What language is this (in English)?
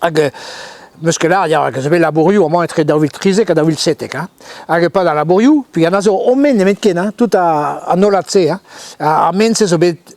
Breton